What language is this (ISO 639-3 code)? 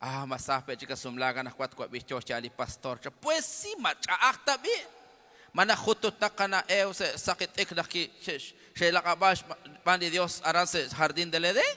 kek